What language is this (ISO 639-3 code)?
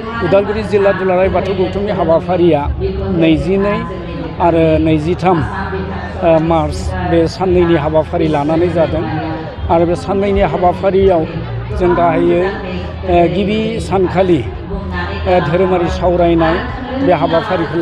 brx